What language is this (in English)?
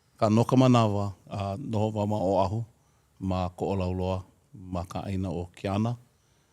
Hawaiian